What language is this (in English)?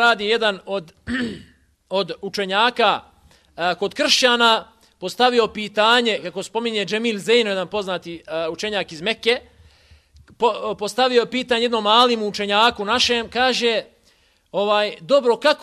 Bosnian